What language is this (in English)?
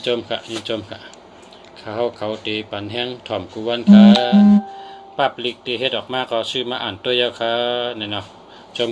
Shan